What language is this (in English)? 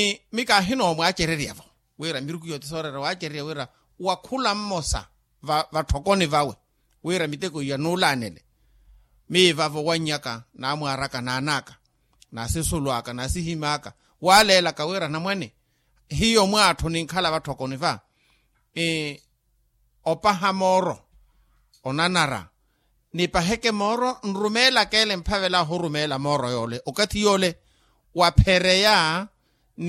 Makhuwa